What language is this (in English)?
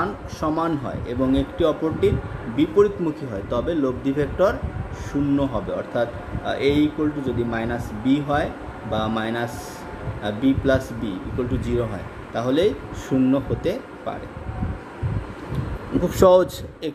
Bangla